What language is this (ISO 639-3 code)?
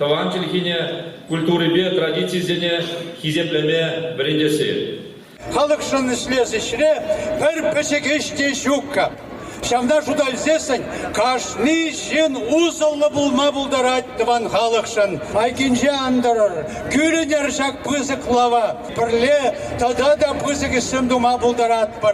chv